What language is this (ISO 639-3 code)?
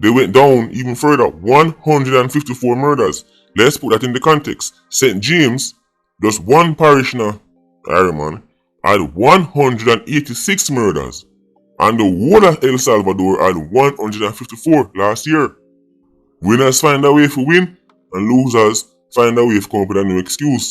jam